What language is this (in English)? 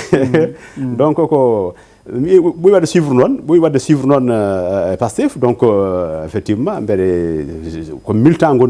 Fula